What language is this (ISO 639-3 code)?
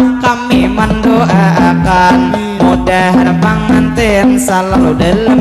bjn